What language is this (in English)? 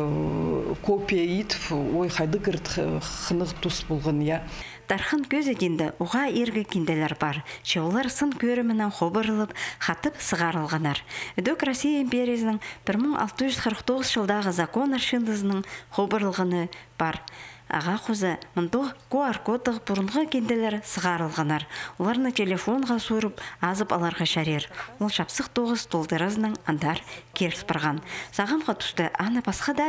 Khakas